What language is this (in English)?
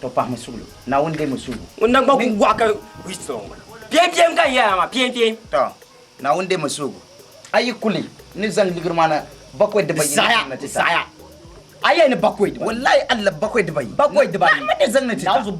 Dagbani